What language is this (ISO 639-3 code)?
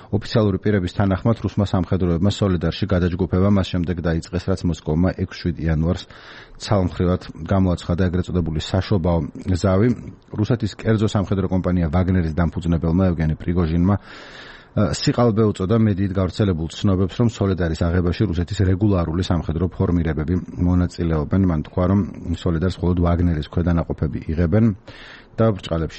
kat